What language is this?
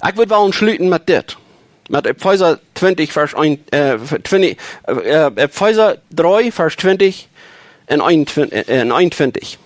Plautdietsch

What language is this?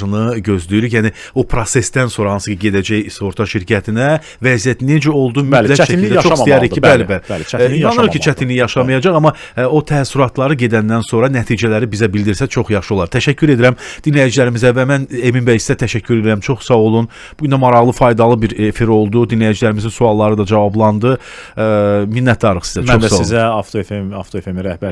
Azerbaijani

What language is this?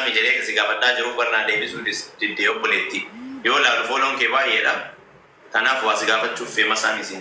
Oromo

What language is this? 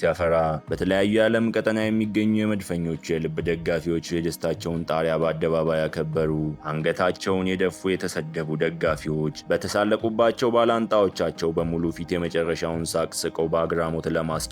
Amharic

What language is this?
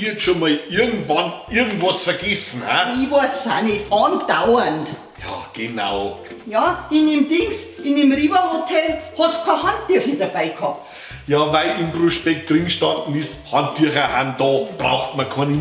Bavarian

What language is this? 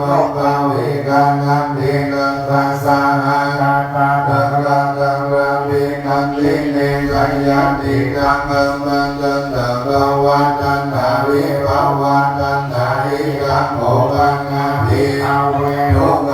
Pali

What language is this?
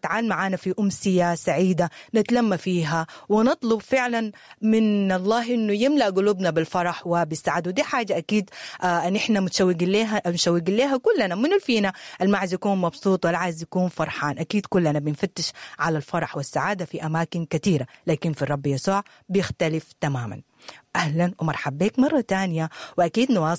Sudanese Arabic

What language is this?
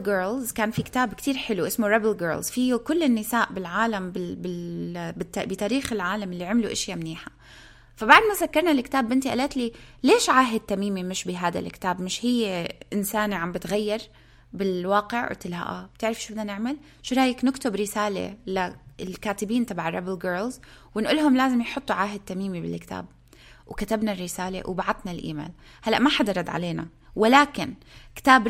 North Levantine Arabic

